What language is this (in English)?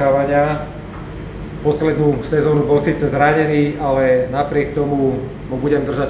Slovak